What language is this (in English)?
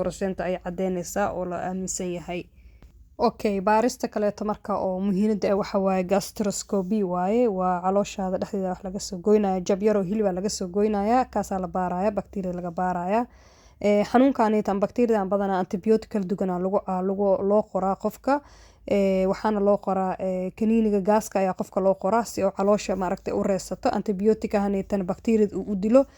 Somali